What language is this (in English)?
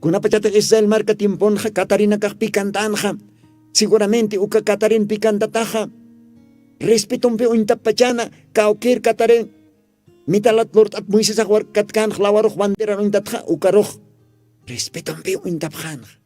Aymara